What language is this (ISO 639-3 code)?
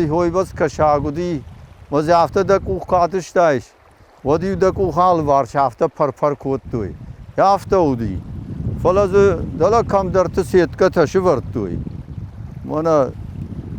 oss